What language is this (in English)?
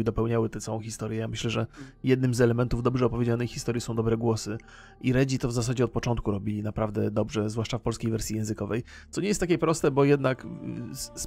Polish